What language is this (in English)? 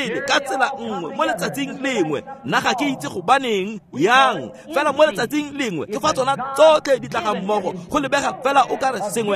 Tswana